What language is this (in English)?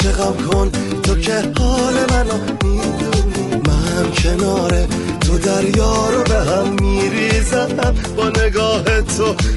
Persian